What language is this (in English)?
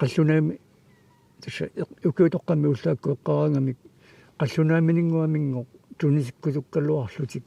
Kalaallisut